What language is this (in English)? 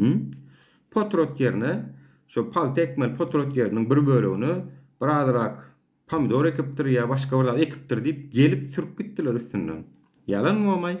Turkmen